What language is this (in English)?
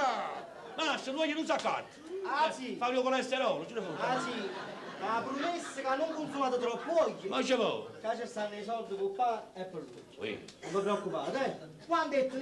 Neapolitan